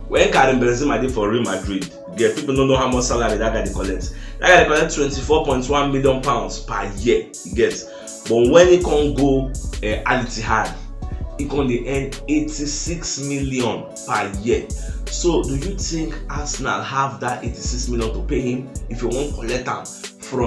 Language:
Nigerian Pidgin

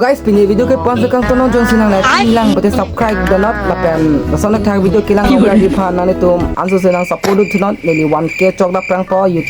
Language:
Karbi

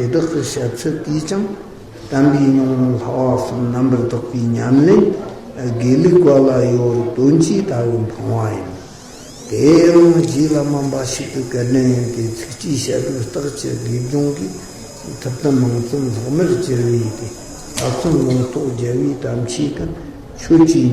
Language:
Tibetan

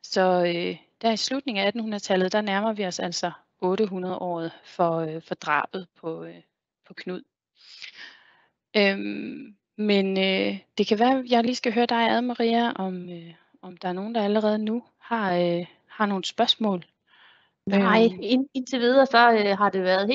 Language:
Danish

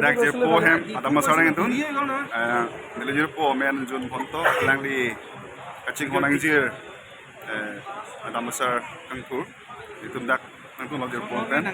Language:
Karbi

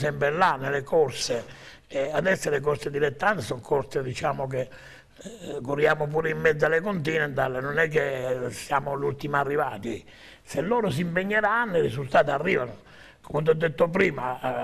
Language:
Italian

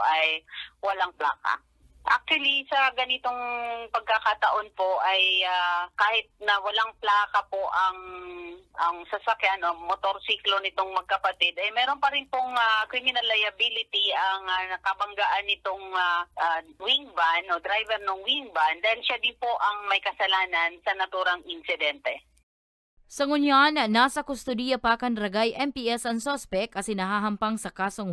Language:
Bikol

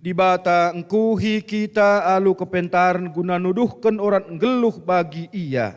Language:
Batak Karo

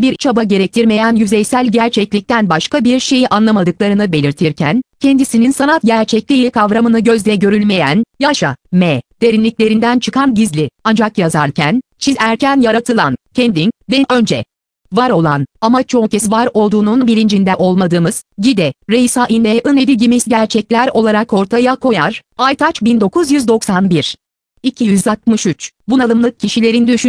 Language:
Turkish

